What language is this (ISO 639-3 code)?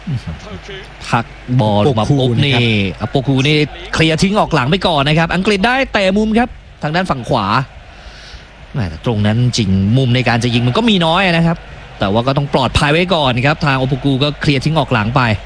tha